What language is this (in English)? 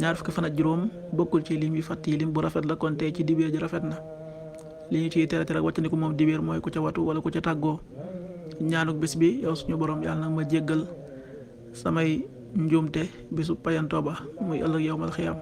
Wolof